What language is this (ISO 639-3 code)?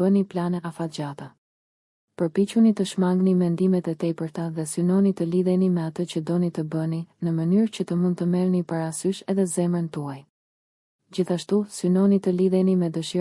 sqi